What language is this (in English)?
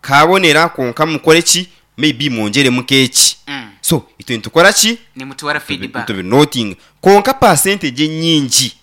Nyankole